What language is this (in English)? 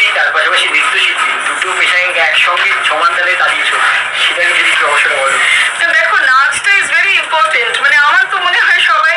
Bangla